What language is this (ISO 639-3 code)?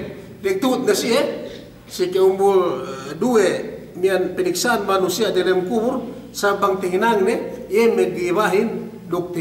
yka